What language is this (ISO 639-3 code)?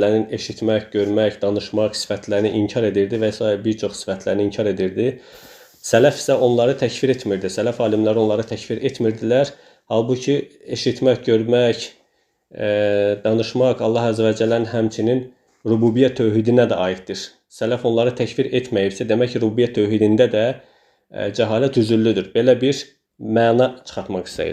aze